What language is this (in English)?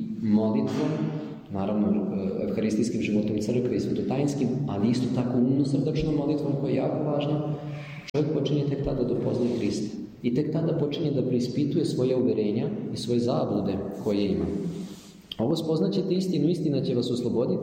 Serbian